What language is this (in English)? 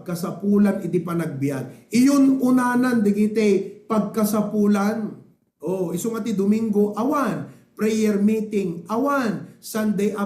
Iloko